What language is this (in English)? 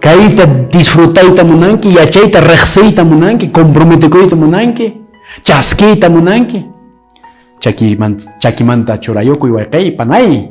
Quechua